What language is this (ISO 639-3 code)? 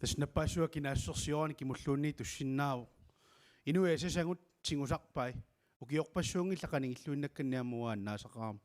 kal